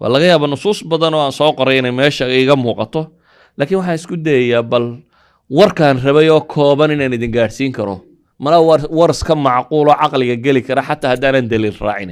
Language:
Somali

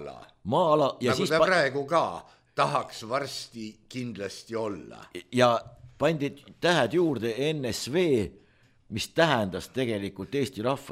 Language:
Estonian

